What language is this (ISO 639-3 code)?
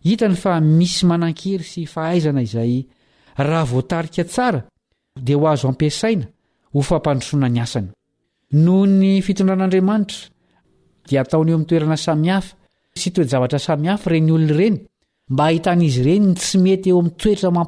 mlg